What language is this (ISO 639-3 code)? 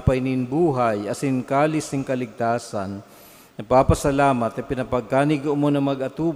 bik